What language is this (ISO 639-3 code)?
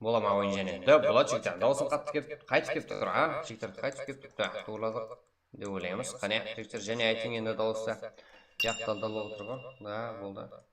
kaa